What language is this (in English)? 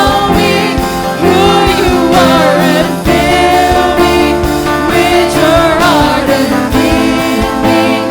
Waray